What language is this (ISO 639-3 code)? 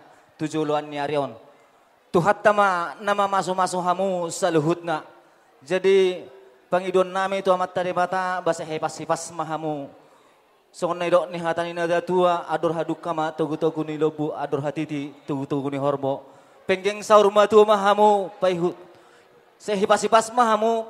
bbc